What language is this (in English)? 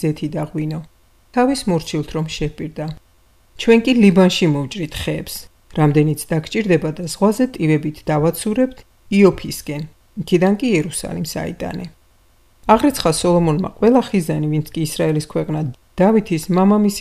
Georgian